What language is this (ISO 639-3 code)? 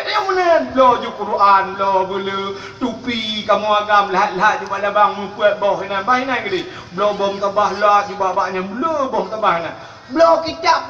ace